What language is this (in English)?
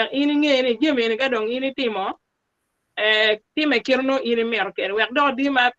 Acoli